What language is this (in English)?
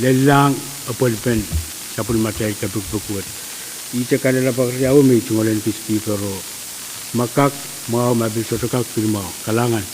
Pohnpeian